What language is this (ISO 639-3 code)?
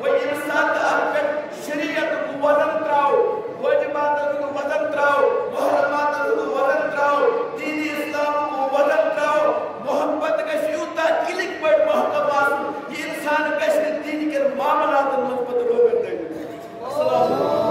kas